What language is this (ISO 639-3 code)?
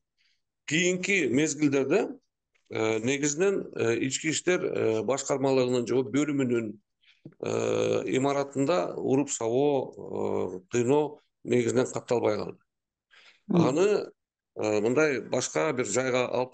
kir